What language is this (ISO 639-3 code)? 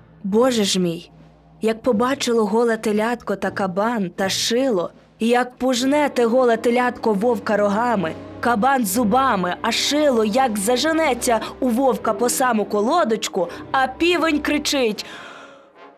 ukr